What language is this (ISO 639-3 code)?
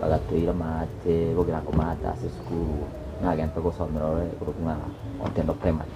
guz